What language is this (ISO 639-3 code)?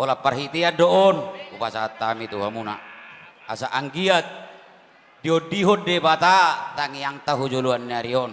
bbc